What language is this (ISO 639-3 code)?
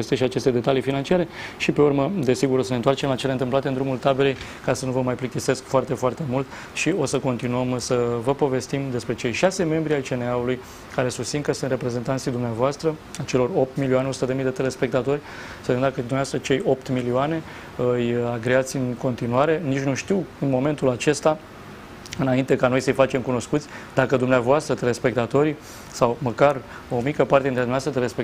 ron